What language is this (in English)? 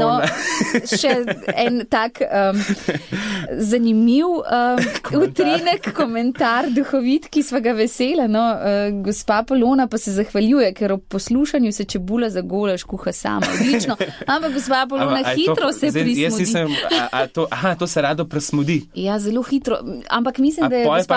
Slovenian